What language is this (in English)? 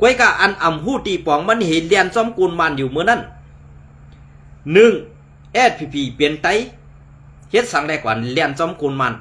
Shan